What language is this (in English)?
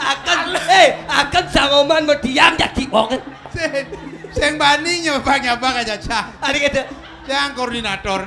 Balinese